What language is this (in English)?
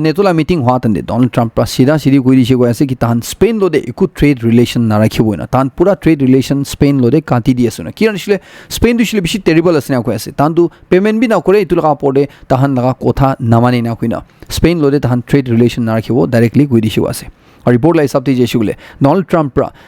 Naga Pidgin